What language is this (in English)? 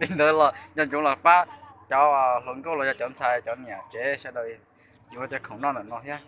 Hmong